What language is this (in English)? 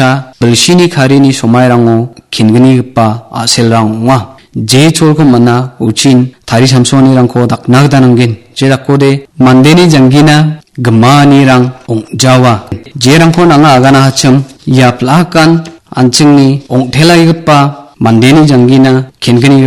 Garo